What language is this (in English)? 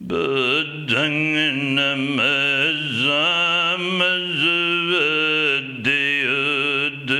Pali